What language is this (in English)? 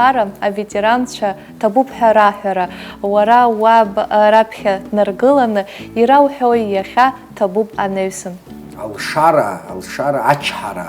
Abkhazian